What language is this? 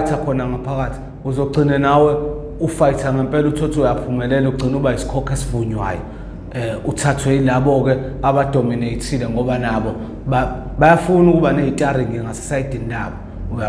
Zulu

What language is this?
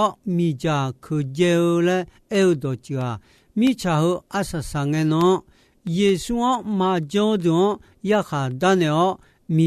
Akha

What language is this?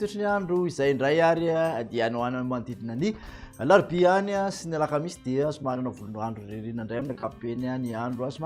Malagasy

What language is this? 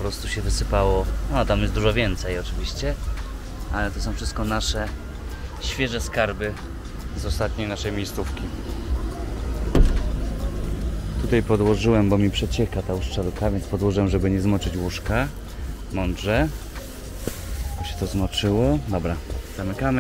Polish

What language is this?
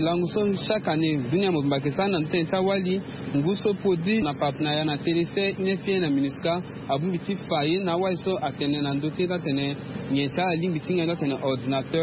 Sango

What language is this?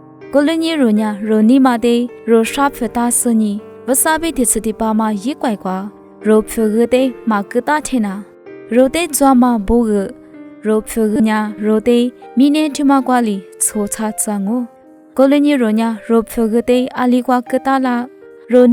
Lisu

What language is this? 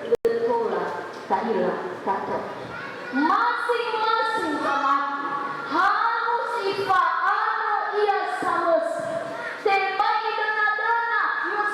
Nias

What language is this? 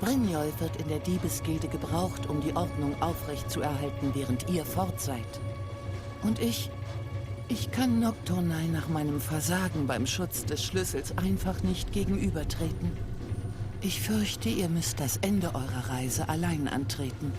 Swiss German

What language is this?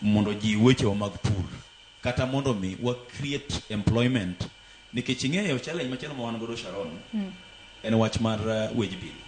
Luo (Kenya and Tanzania)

